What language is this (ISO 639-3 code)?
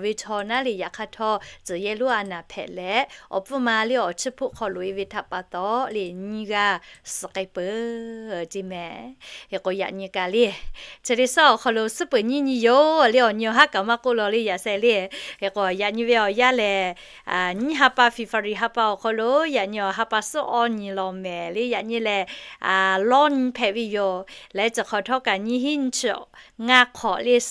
lhu